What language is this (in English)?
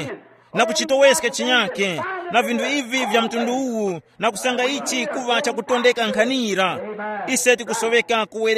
Tumbuka